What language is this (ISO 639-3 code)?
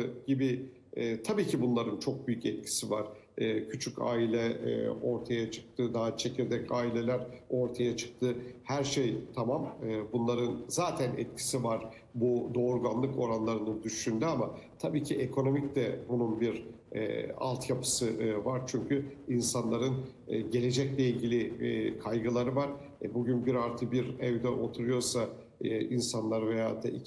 tur